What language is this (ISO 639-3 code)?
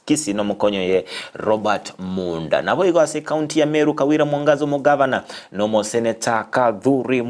guz